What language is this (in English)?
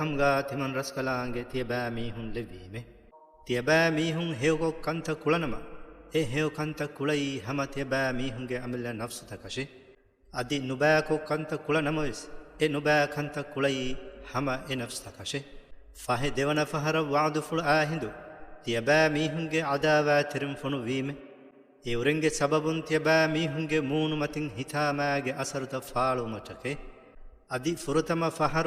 Divehi